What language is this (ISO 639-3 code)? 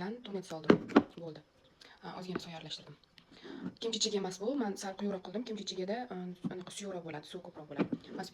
uzb